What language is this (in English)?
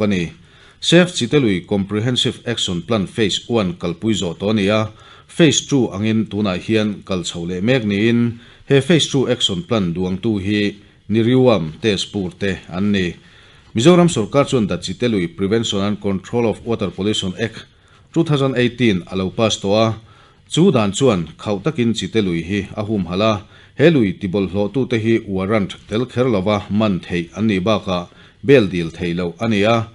Mizo